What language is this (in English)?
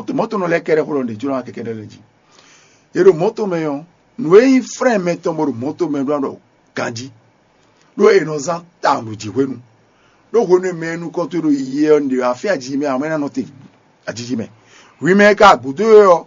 Fon